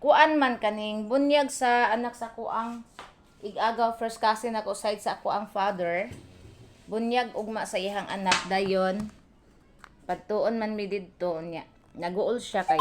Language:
Cebuano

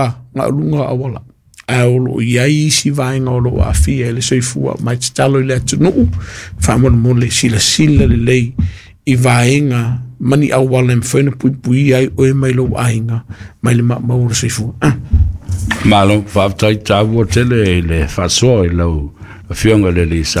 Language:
Samoan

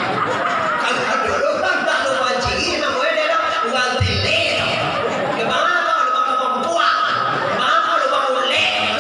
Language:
Minangkabau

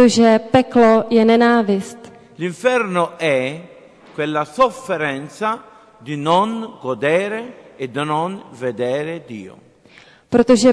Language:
Czech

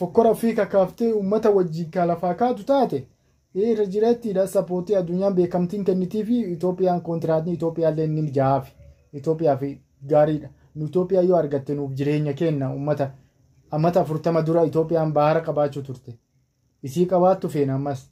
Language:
Oromo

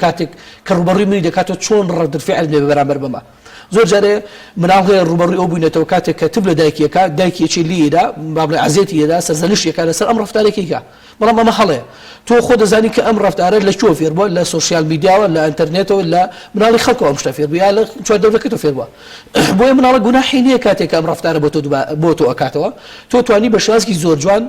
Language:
Central Kurdish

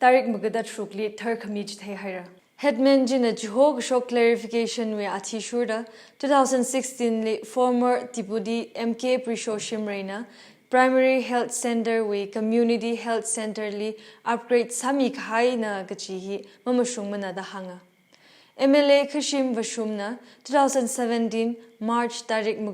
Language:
Tangkhul Naga (India)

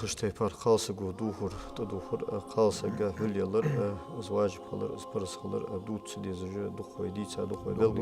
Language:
Ingush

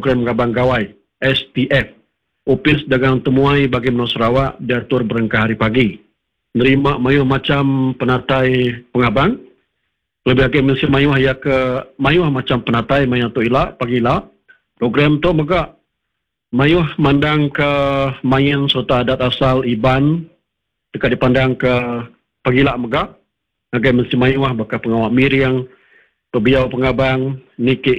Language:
Iban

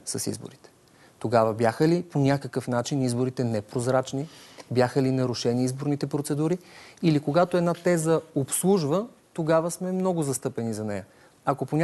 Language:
Bulgarian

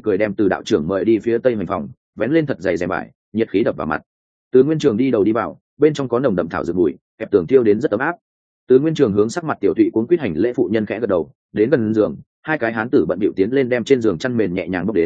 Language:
Vietnamese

